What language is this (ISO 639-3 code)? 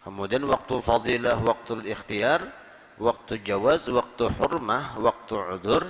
bjn